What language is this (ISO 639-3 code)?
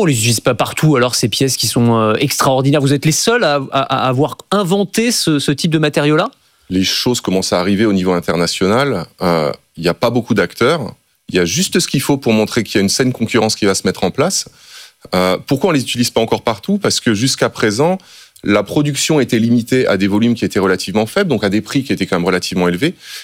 fra